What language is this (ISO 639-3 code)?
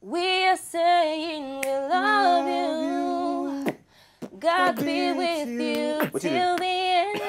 pcm